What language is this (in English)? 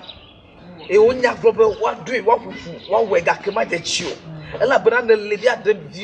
Ewe